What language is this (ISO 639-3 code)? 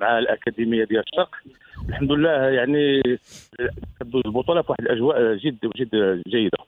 ary